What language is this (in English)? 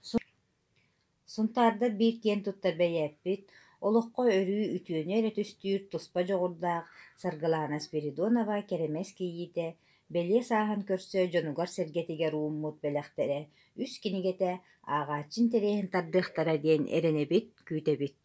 Yakut